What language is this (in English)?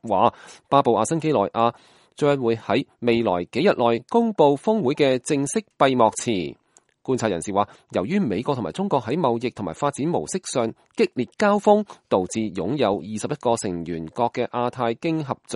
Cantonese